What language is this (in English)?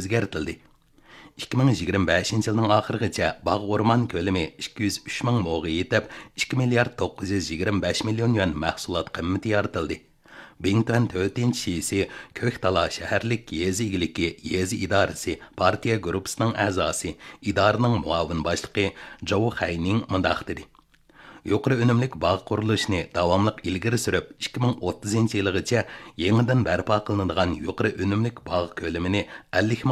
Uyghur